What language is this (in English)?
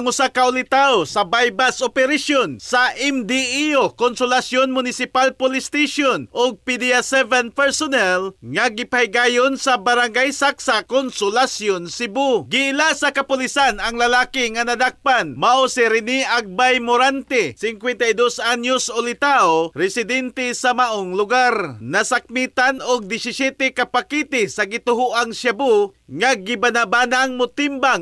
Cebuano